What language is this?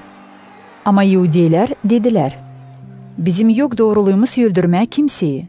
Gagauz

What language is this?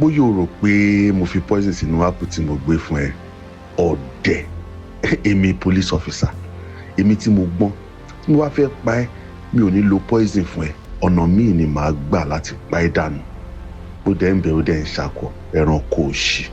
Yoruba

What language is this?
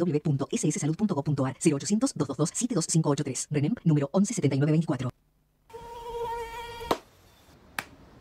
Spanish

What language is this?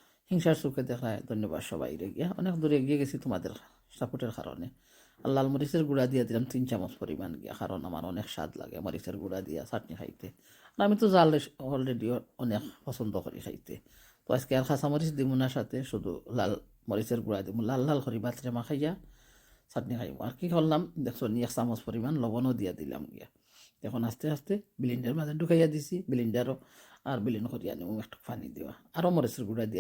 Sylheti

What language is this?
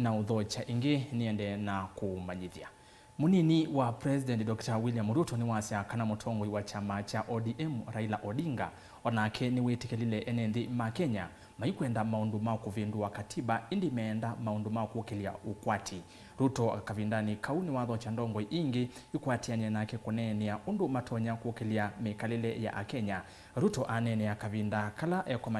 Kamba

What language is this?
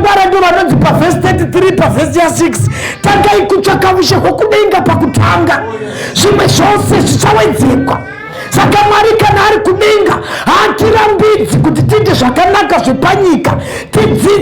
Shona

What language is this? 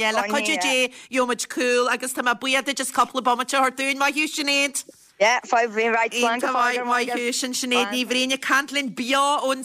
Irish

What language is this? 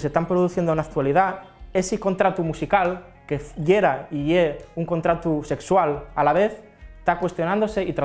Asturian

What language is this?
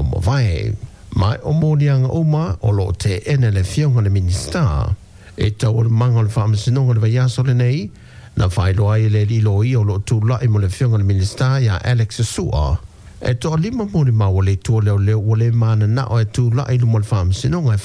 Samoan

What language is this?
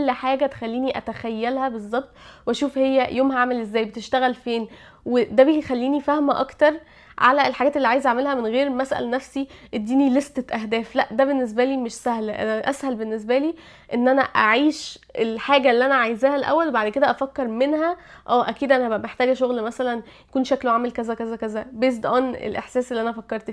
Egyptian Arabic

